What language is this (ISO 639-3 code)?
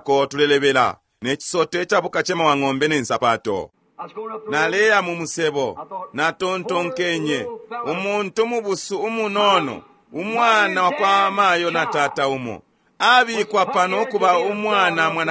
bem